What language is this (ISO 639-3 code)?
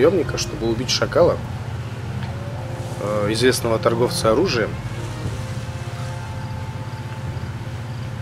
rus